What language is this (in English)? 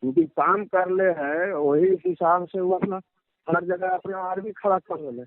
Magahi